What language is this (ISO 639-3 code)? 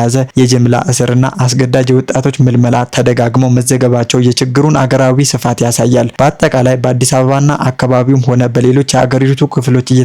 amh